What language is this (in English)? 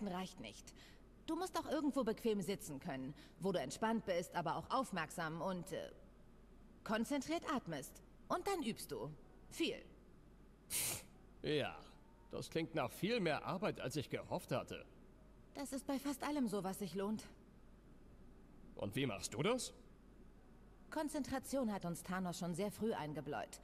German